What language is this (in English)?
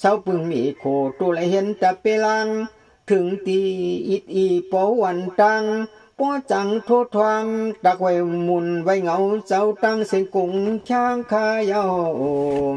Shan